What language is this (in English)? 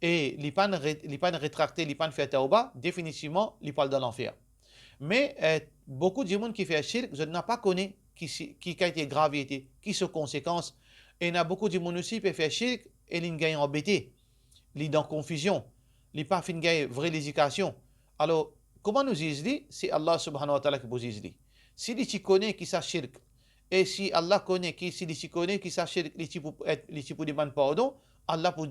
Morisyen